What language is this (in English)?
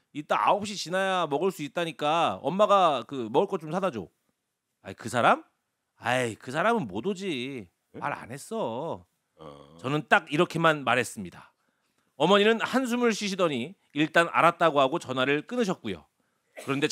Korean